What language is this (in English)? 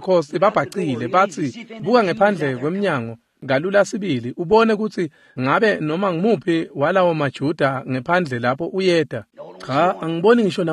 Swati